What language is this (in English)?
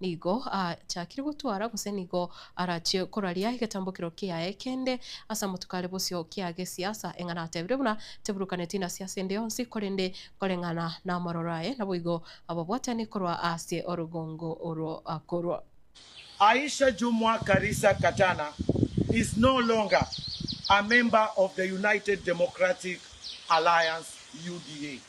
Gusii